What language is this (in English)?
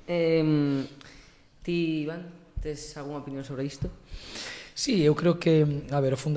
Galician